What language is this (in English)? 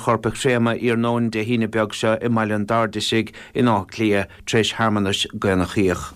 Irish